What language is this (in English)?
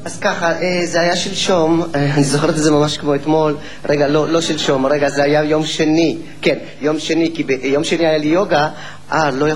Hebrew